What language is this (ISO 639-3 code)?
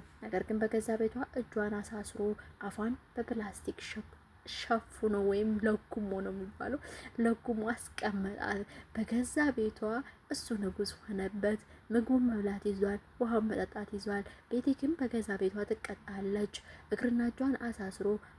amh